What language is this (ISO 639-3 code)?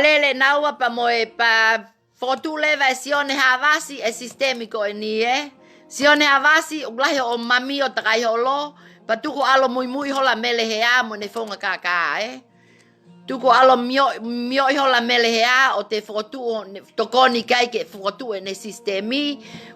ton